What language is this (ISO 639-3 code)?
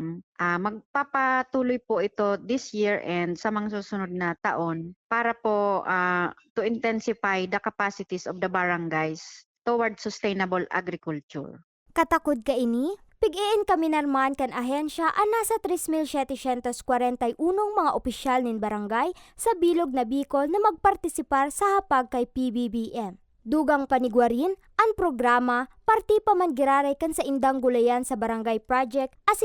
bik